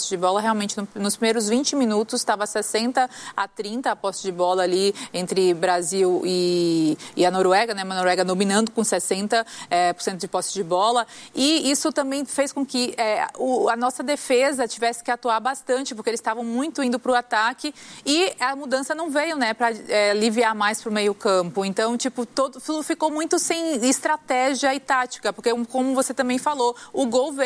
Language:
Portuguese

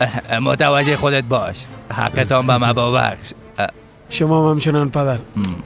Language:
Persian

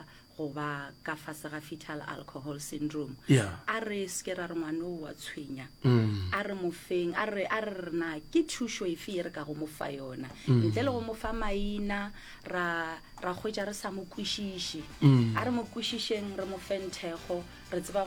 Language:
Northern Sotho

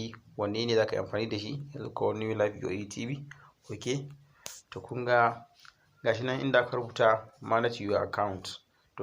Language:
Hausa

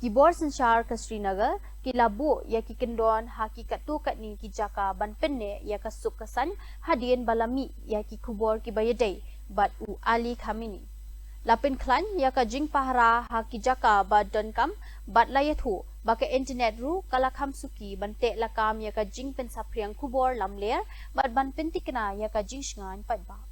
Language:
Khasi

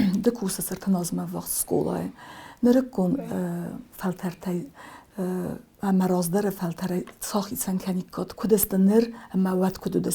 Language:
Ossetic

